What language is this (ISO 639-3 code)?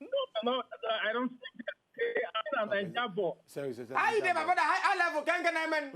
pcm